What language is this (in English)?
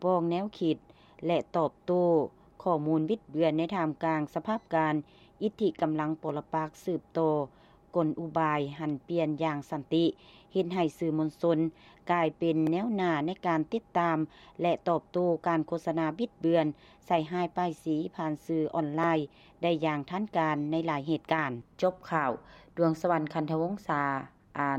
Lao